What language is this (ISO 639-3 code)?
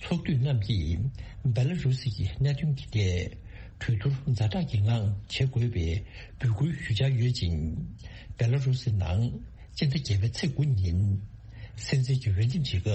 bod